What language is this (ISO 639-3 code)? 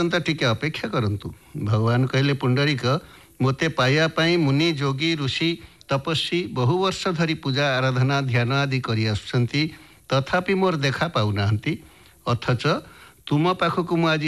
ori